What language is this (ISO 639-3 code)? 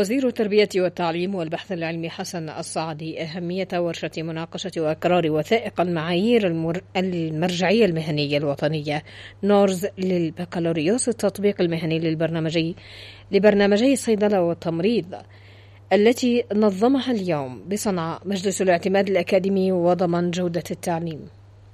ara